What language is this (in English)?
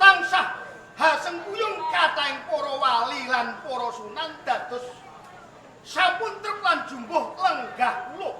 Javanese